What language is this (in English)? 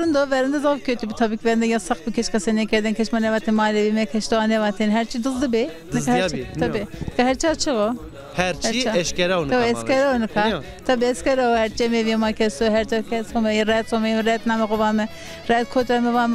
Zaza